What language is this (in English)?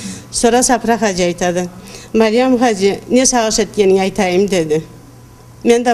Karachay-Balkar